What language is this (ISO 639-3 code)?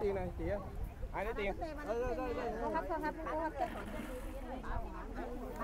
vie